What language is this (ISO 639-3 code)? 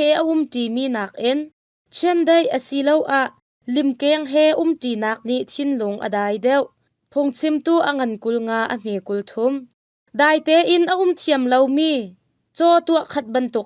cnh